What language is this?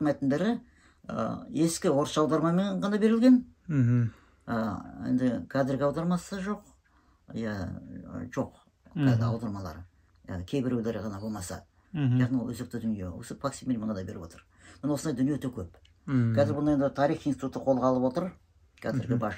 Kazakh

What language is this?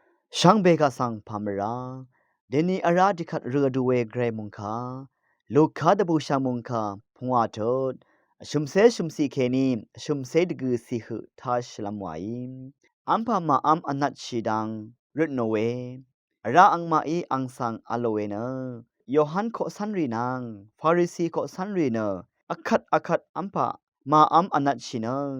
Rawang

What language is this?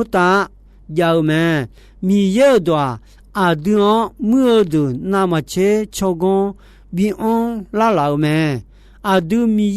Akha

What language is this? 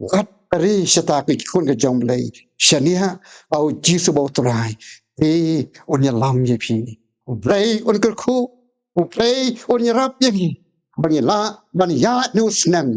Khasi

